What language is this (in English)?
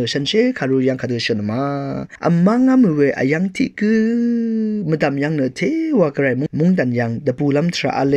Rawang